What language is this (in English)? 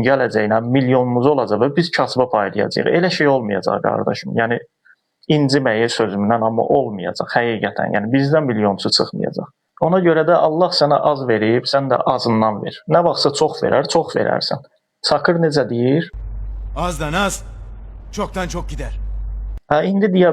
Azerbaijani